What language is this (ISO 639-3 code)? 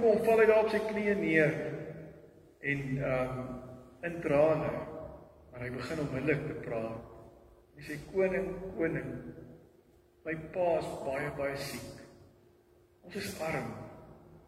afr